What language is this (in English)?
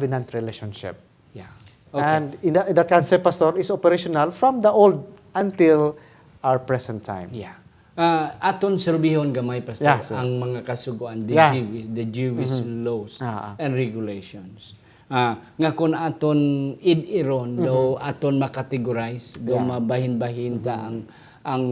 Hiligaynon